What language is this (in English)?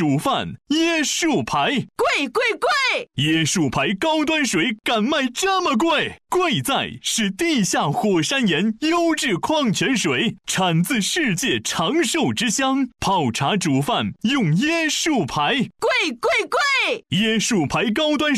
Chinese